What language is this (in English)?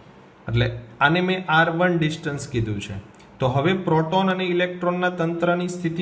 Gujarati